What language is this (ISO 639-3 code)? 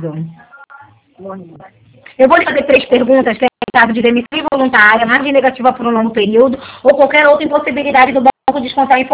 por